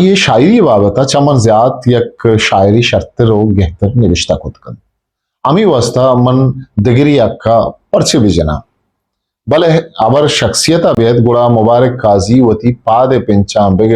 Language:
Eastern Balochi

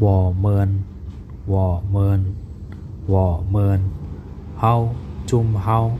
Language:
Shan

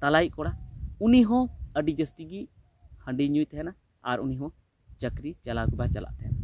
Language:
Santali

